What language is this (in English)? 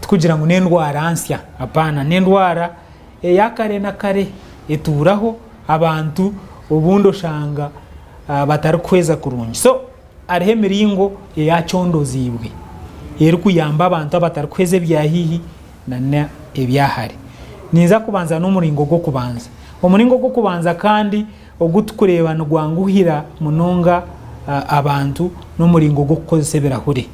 Nyankole